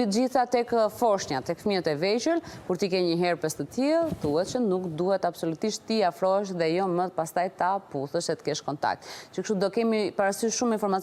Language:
Albanian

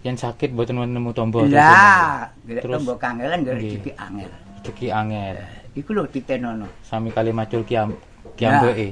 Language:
Javanese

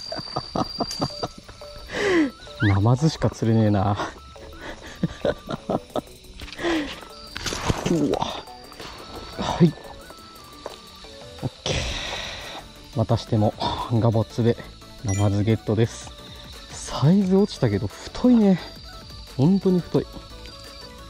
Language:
Japanese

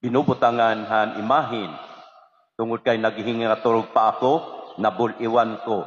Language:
Waray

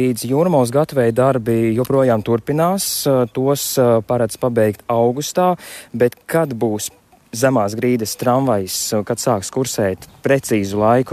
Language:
Latvian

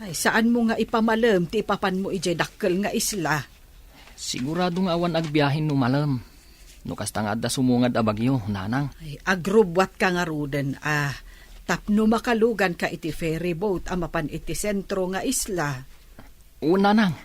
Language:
Iloko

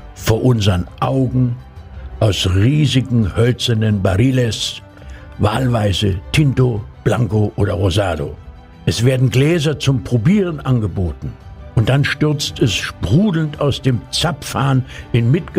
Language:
German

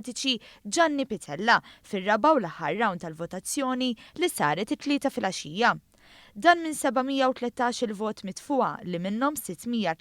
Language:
Maltese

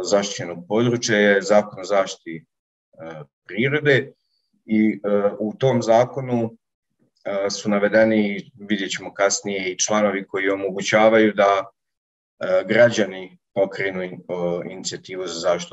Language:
Croatian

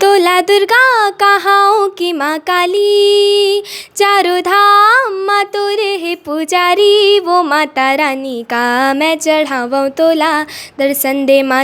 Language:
Chhattisgarhi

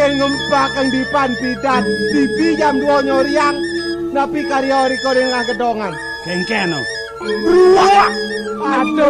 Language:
Balinese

